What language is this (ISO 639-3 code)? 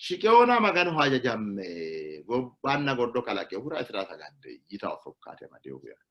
sid